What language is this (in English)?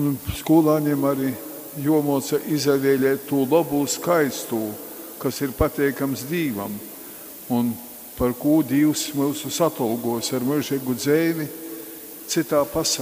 Latgalian